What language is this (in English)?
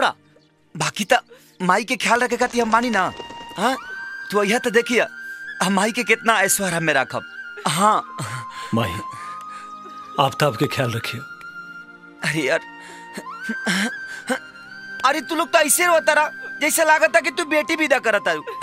Bhojpuri